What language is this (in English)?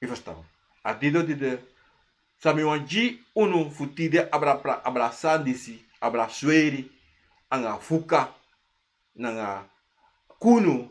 Sranan Tongo